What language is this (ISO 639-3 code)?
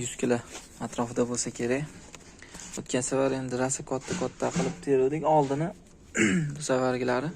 uzb